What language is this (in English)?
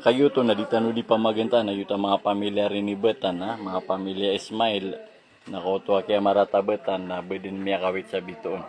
Maranao